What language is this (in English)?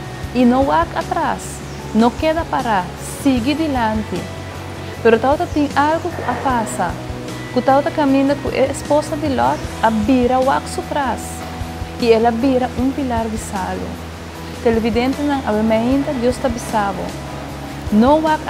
Papiamento